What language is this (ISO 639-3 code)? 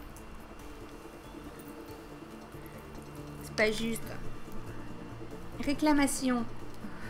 fra